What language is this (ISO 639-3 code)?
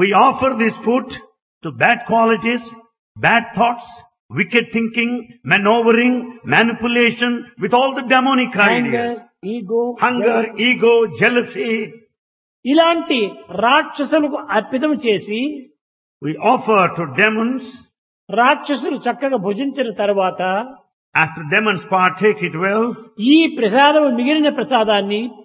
tel